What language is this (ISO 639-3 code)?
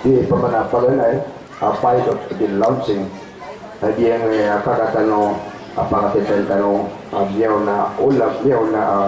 mrw